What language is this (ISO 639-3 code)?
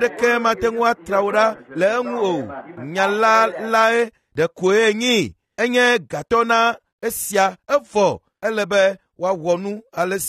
ewe